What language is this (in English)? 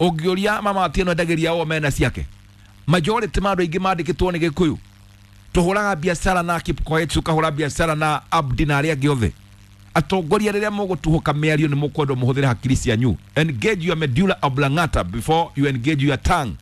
Kikuyu